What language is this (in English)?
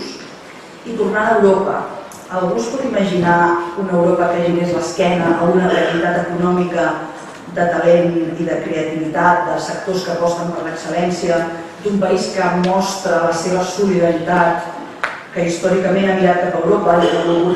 Catalan